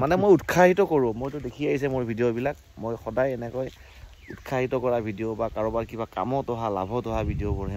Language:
Assamese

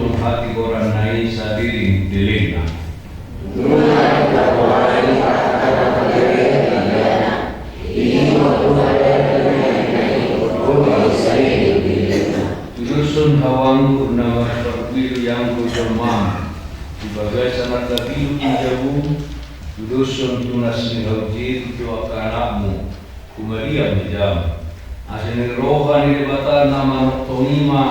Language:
Batak Toba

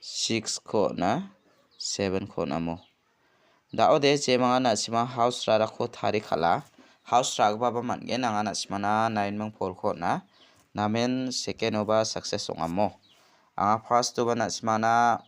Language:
Garo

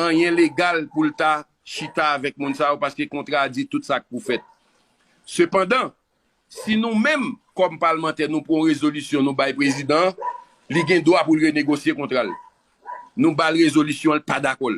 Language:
Haitian Creole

